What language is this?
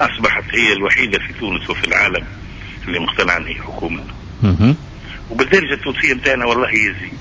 Tunisian Arabic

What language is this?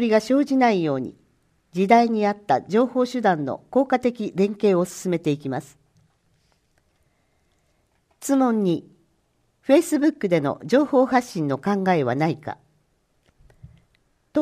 Japanese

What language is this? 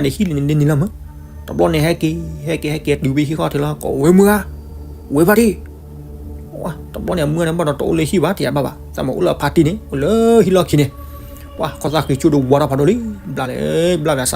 S'gaw Karen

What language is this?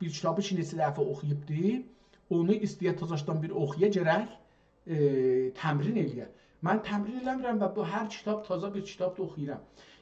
South Azerbaijani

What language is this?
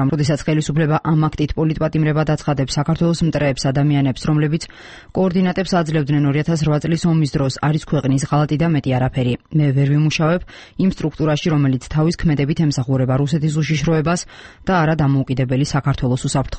Georgian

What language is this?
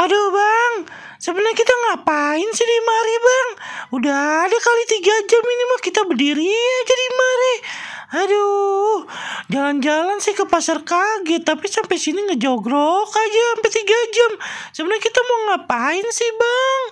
Betawi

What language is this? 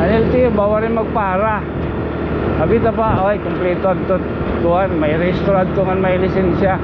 Waray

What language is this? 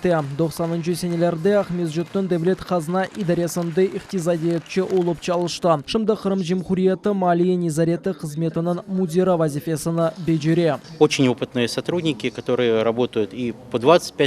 Crimean Tatar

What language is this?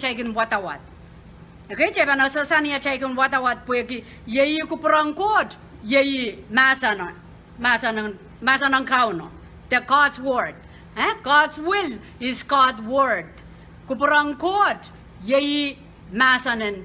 Pohnpeian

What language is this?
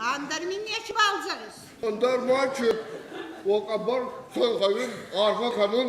Ossetic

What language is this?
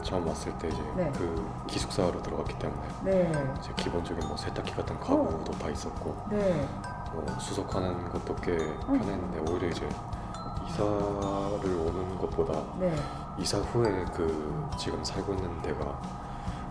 Korean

